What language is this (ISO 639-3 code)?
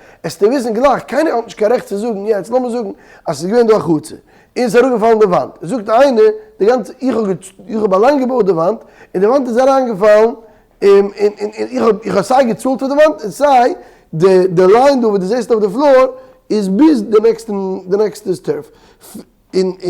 yid